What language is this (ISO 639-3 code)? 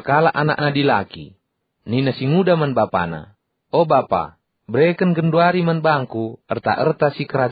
btx